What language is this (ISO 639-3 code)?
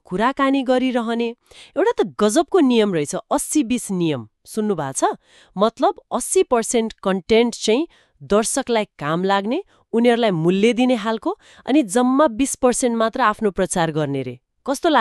nep